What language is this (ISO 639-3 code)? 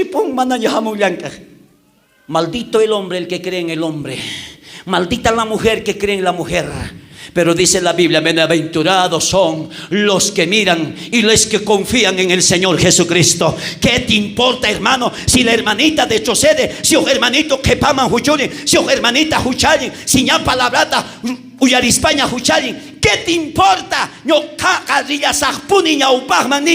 quh